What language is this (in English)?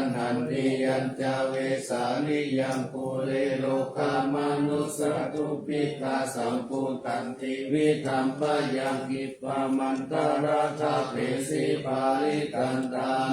Pali